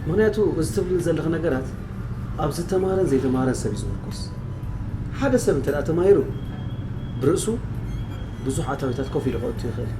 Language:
Tigrinya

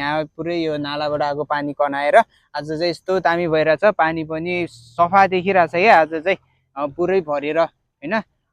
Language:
Nepali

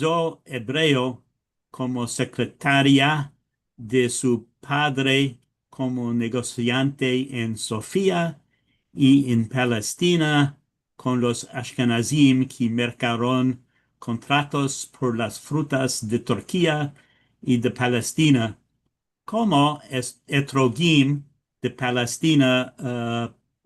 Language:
Ladino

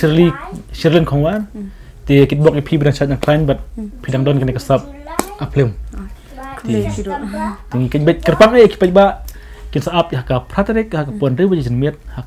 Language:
Khasi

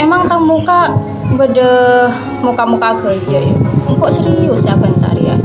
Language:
Madurese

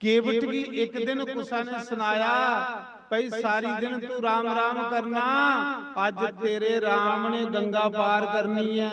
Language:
Dogri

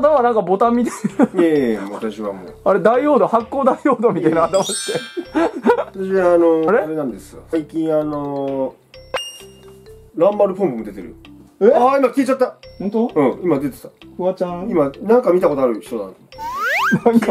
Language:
Japanese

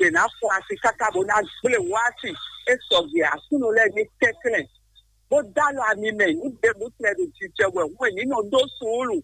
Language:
Fon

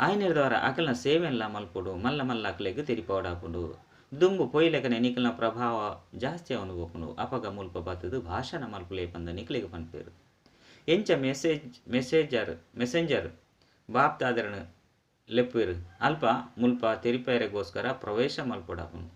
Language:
Tulu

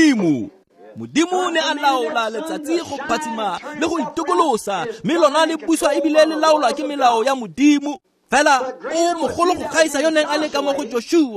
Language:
Tswana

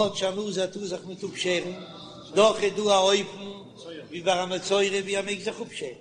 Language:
Yiddish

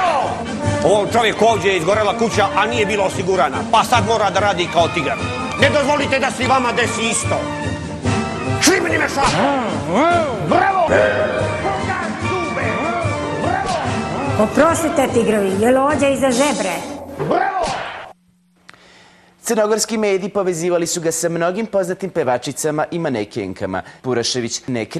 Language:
Serbian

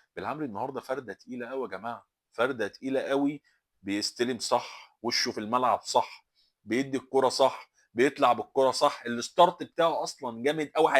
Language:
Egyptian Arabic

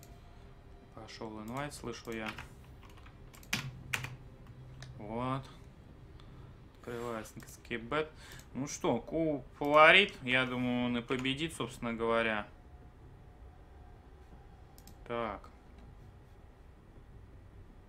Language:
Russian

